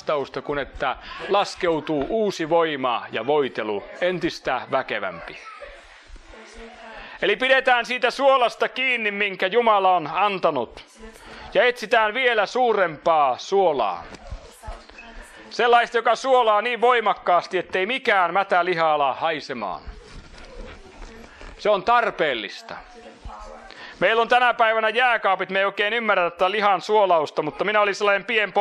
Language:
Finnish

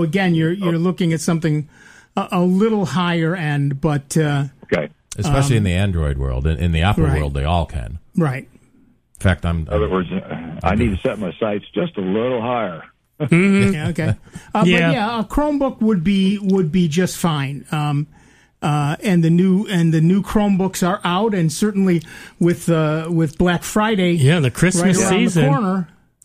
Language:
English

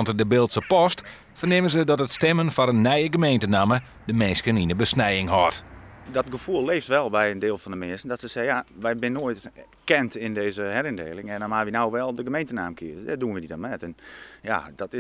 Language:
Western Frisian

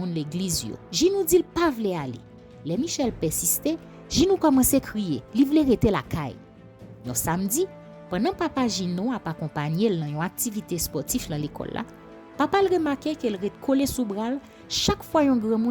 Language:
Haitian Creole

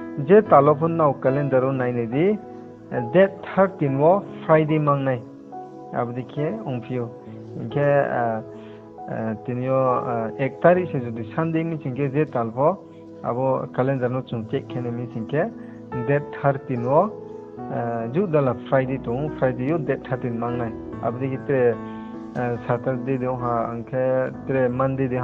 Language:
Riang (India)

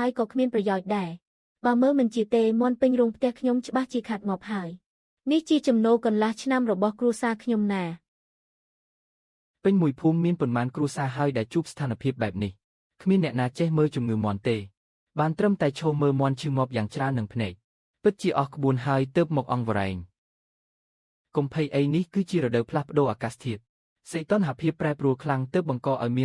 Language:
Khmer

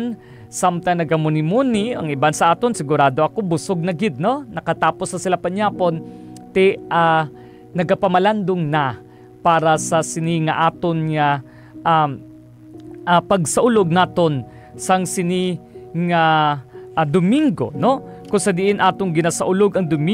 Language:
Hiligaynon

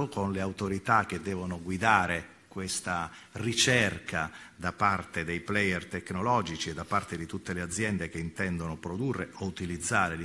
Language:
Italian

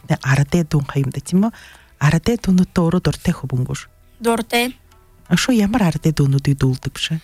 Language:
Buriat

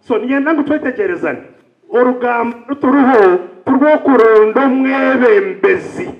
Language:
Nyankole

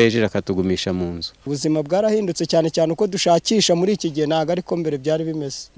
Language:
Kinyarwanda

